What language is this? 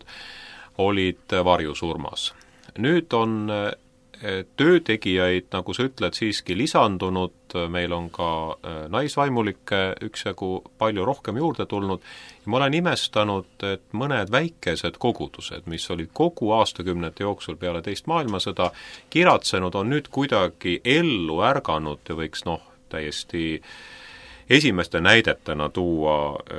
Estonian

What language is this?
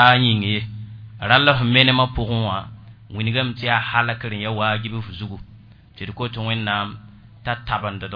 Mossi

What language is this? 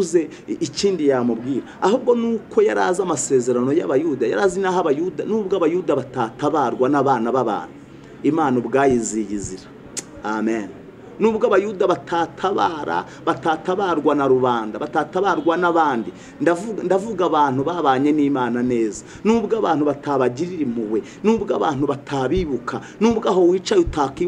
Kinyarwanda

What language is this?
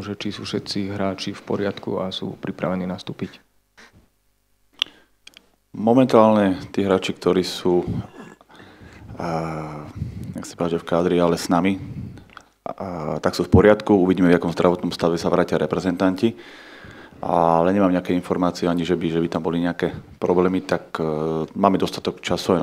Slovak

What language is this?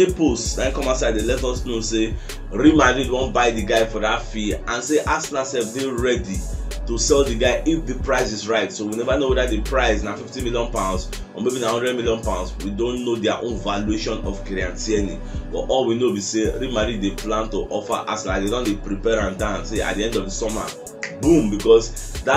Nigerian Pidgin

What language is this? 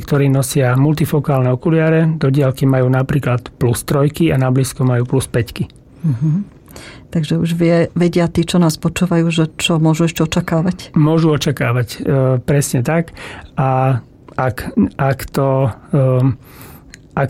Slovak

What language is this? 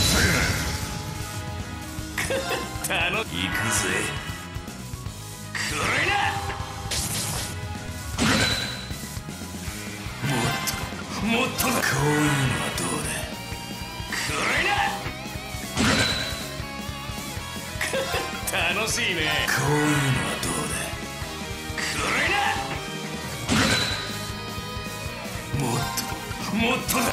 Japanese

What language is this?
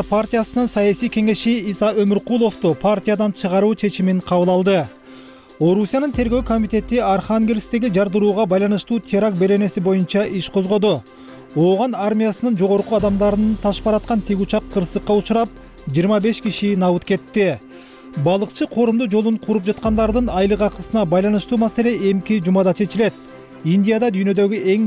Kyrgyz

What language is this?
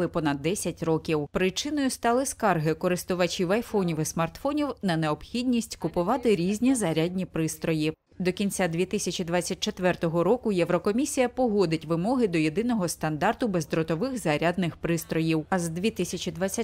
Ukrainian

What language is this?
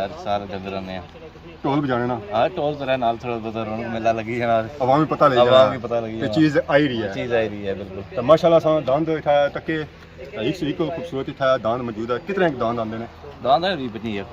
Pahari-Potwari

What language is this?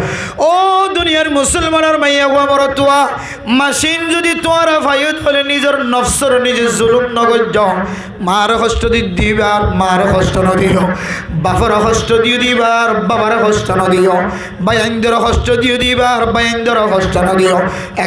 Rohingya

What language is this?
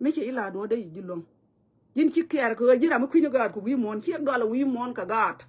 Nuer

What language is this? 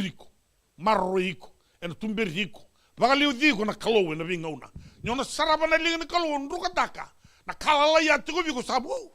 Fijian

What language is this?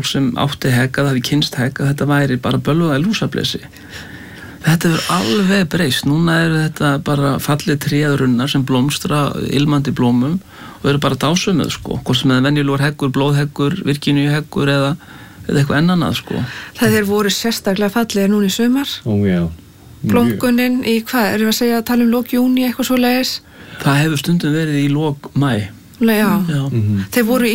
Icelandic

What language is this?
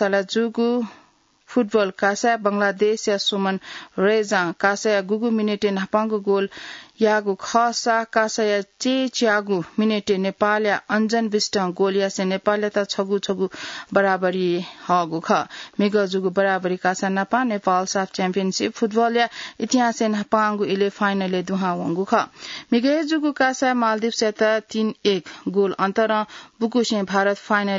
Newari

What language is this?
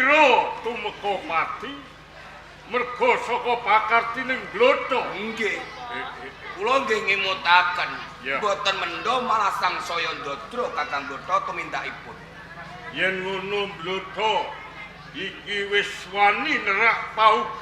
Javanese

